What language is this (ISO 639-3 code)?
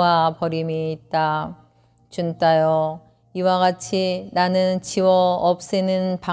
kor